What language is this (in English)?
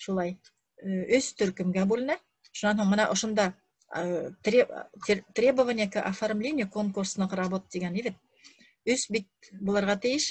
Bashkir